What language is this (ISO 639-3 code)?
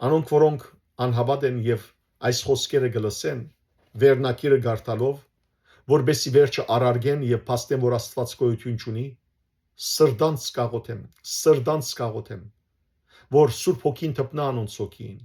hyw